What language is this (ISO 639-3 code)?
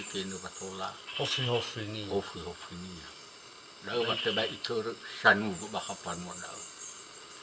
nia